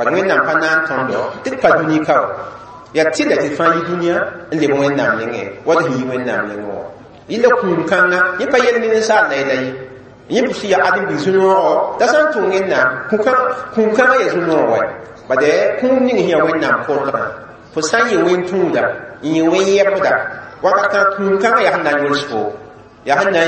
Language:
Mossi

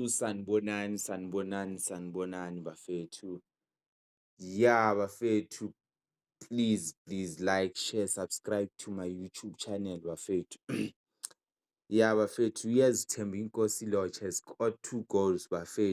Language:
Zulu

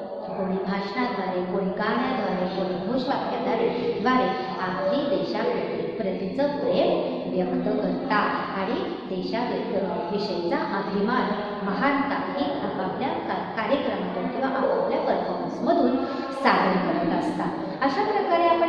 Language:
Marathi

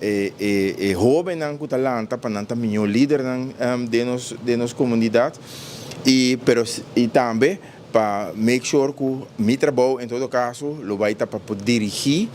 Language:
Papiamento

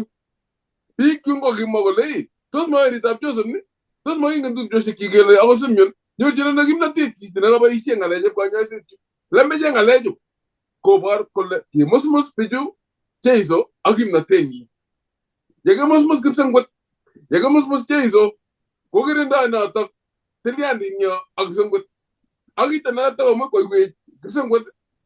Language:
Kalenjin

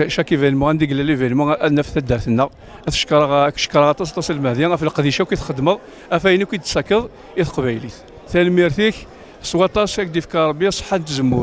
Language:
Kabyle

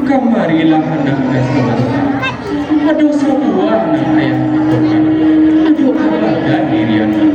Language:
Minangkabau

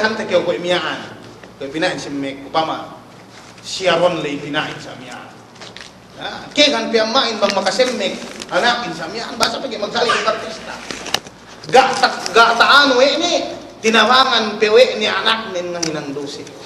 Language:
Yakan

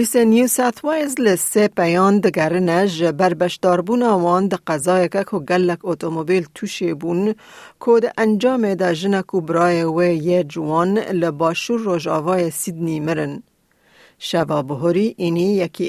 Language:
Kurdish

